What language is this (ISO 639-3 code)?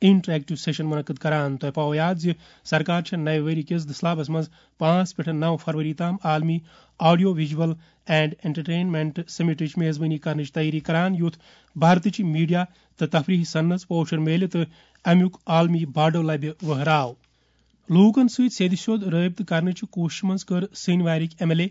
kas